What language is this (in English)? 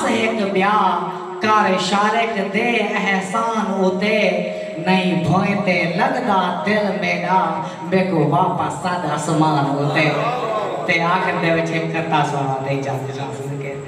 Saraiki